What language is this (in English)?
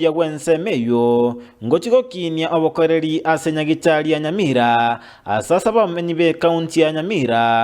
Gusii